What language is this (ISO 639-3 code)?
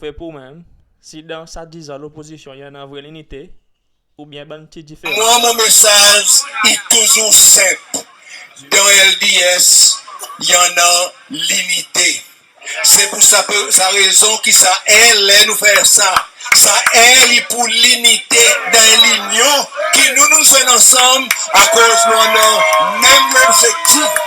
crs